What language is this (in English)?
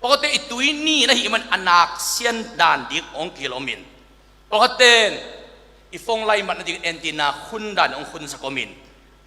Tedim Chin